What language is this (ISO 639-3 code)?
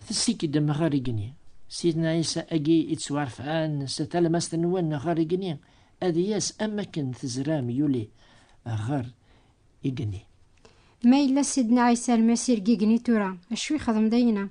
kab